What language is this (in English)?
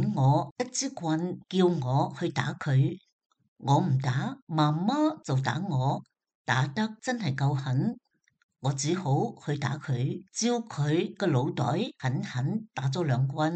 Cantonese